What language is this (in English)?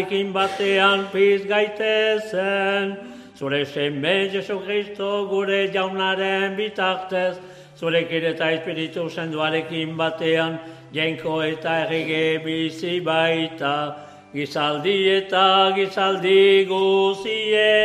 Basque